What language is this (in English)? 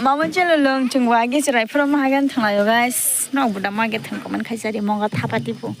Kok Borok